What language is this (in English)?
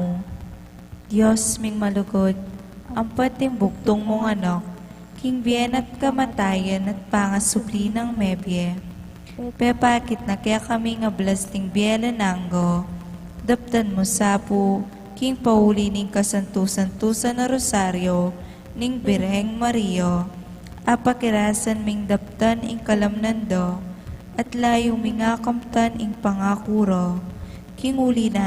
Pampanga